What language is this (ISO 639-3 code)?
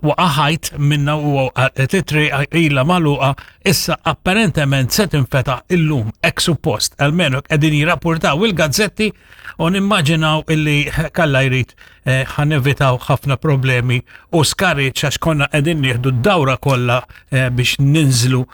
mlt